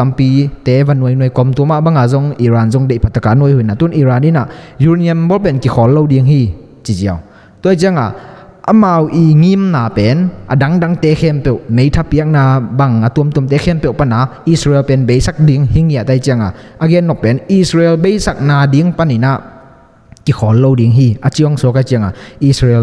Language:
Tedim Chin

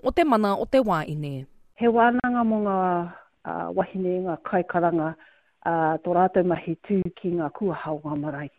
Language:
Māori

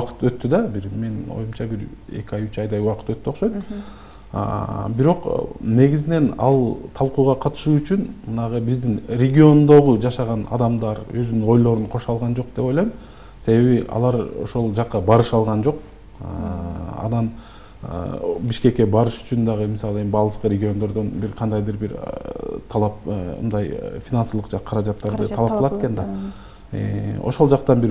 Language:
Kyrgyz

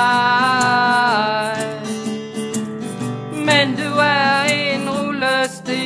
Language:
Danish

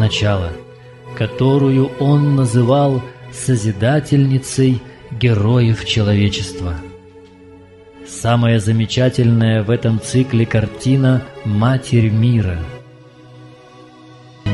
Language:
Russian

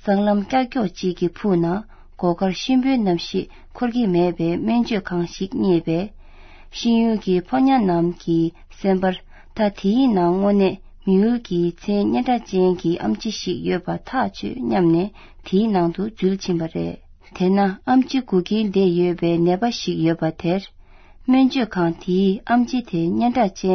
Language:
Tibetan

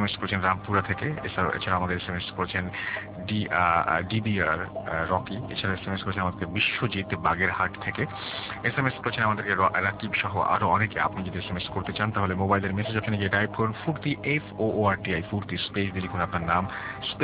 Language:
Bangla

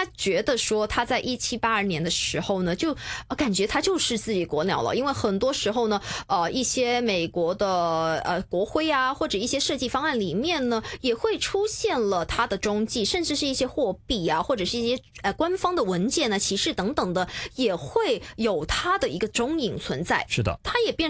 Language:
Chinese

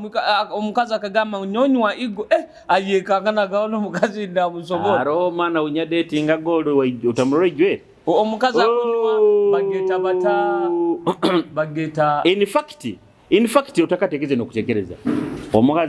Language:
Nyoro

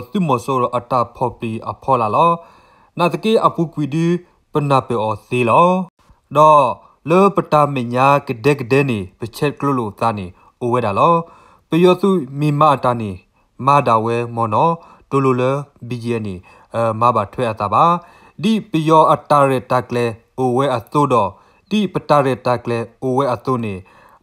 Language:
S'gaw Karen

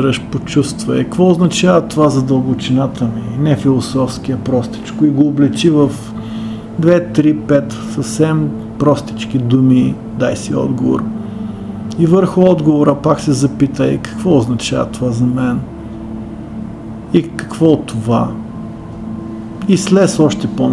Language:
Bulgarian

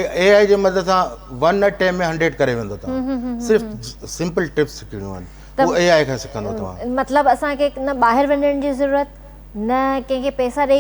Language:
Sindhi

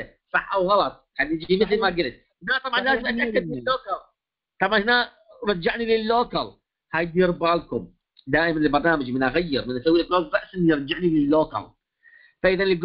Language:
Mesopotamian Arabic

